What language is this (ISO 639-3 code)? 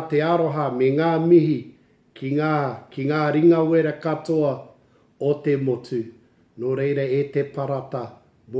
mri